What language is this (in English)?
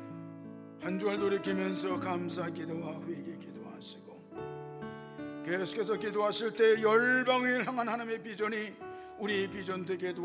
Korean